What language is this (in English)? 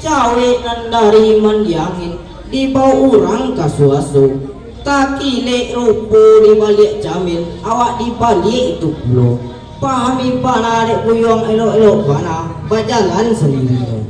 Minangkabau